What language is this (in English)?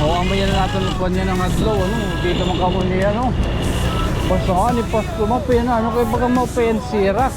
Waray